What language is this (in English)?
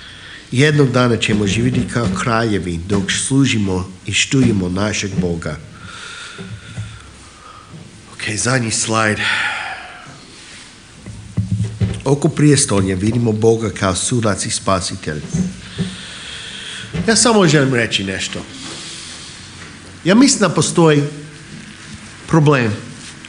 Croatian